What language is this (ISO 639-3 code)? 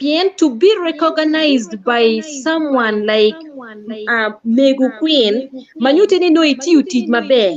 ach